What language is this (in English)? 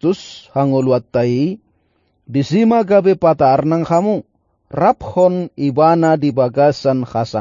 Batak Toba